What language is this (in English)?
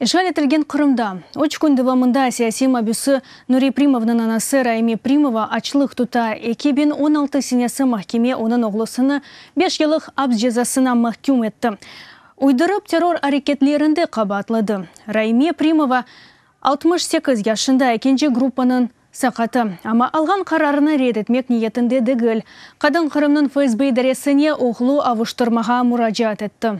Crimean Tatar